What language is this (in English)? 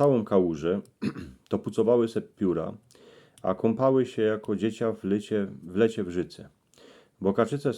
Silesian